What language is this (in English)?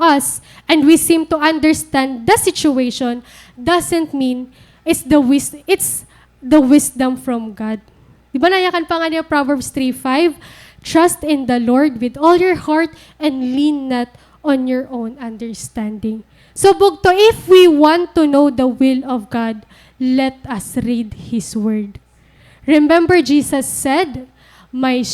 Waray